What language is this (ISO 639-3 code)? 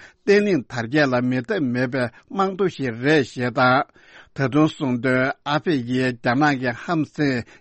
bod